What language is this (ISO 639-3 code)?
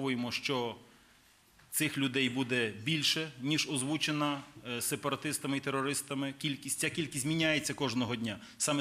ukr